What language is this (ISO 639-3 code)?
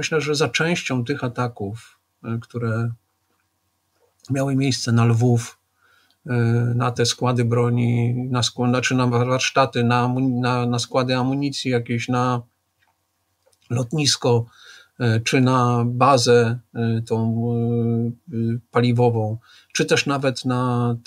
pol